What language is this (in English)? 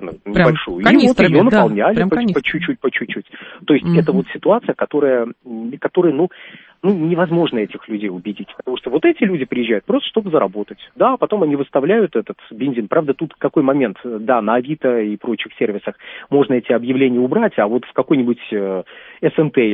Russian